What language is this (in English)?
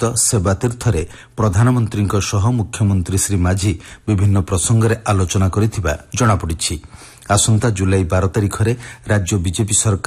Odia